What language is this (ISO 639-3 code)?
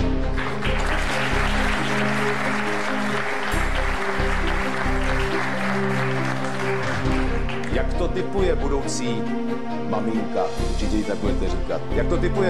ces